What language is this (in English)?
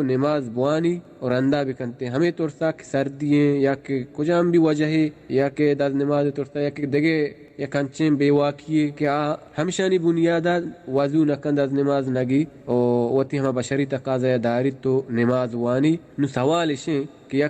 Baluchi